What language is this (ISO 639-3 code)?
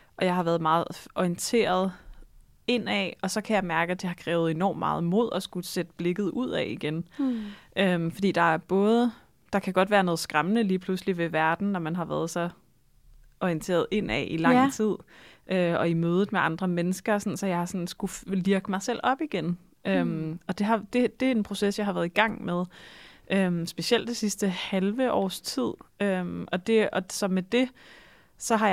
dan